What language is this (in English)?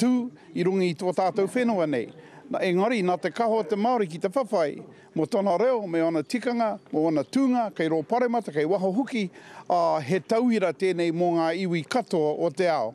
Māori